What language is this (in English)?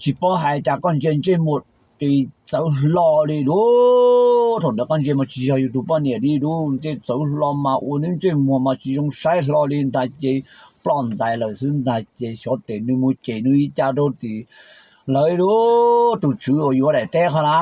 Hmong